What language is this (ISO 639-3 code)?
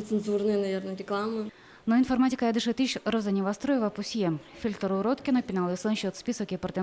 udm